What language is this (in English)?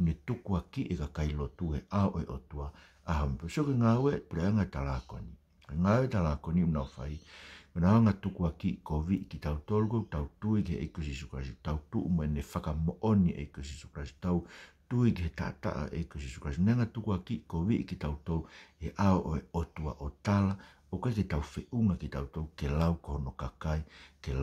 Tongan